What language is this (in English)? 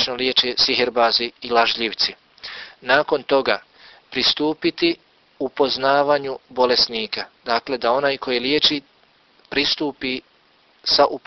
Bosnian